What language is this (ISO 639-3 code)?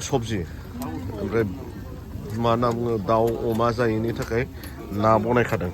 brx